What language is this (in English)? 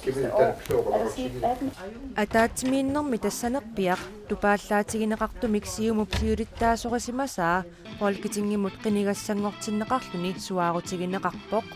Kalaallisut